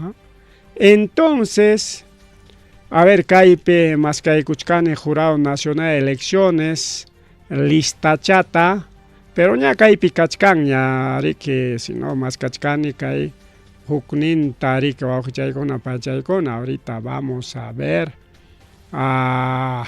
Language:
Ayacucho Quechua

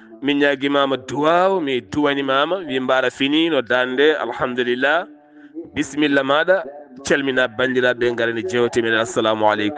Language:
Fula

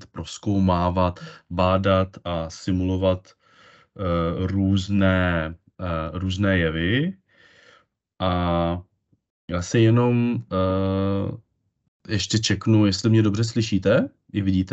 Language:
Czech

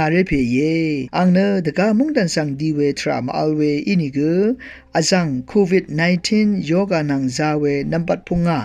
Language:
Rawang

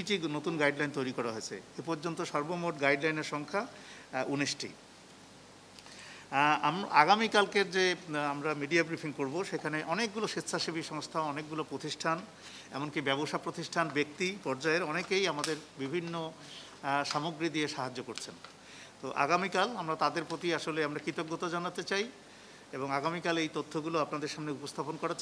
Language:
Bangla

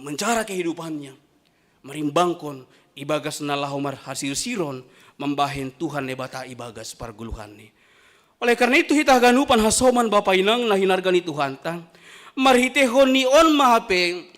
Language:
Batak Simalungun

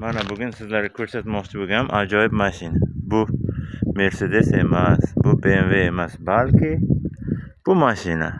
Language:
Uzbek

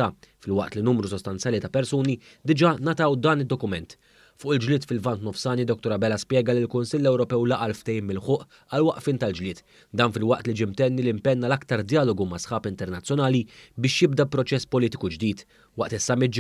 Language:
Maltese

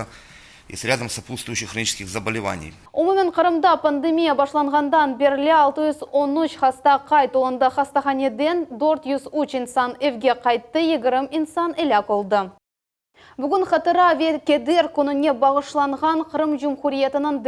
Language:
Crimean Tatar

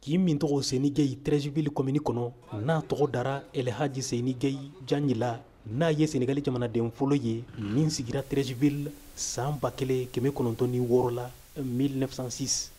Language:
Bambara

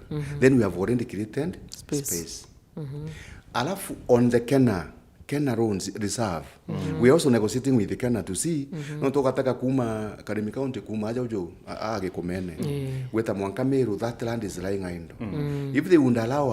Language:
Meru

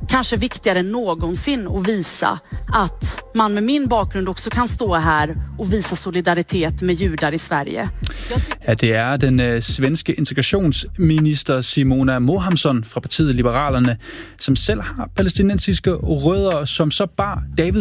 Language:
Danish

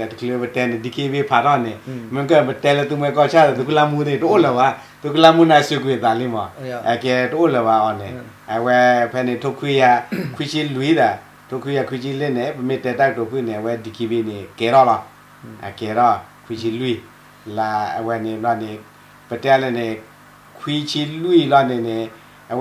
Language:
S'gaw Karen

